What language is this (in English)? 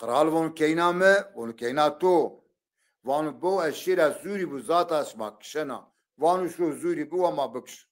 Zaza